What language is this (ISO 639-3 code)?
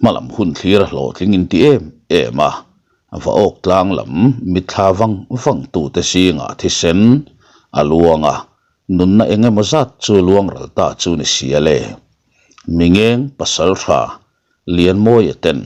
lus